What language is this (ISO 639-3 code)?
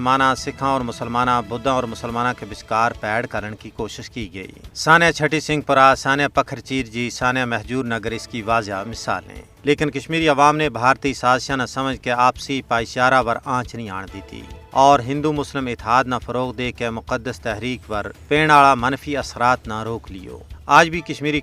gju